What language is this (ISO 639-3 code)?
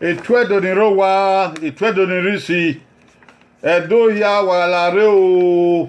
bin